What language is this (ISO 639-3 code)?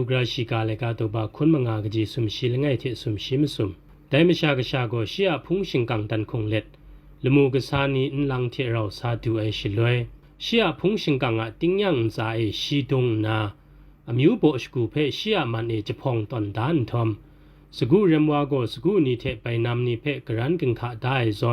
kac